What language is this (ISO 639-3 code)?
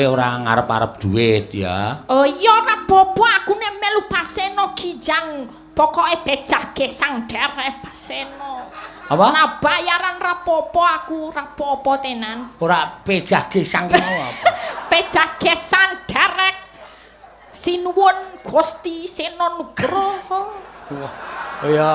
jav